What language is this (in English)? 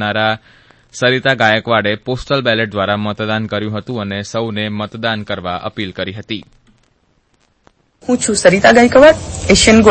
Gujarati